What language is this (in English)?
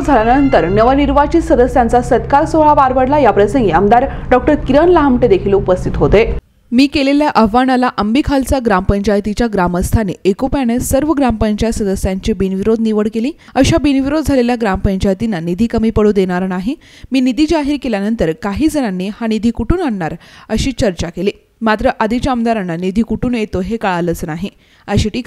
Marathi